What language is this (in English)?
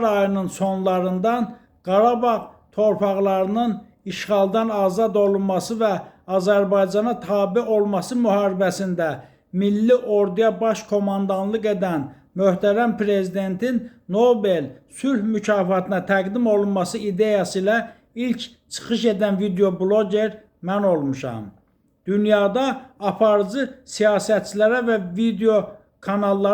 Azerbaijani